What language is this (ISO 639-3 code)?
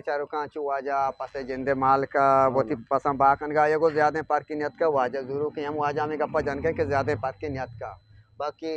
bgp